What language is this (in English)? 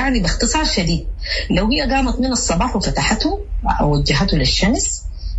Sudanese Arabic